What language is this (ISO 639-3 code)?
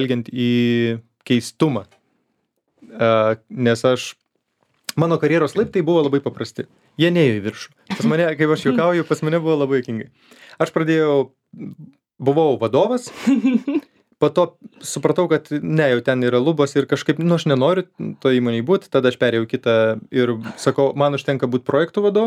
lit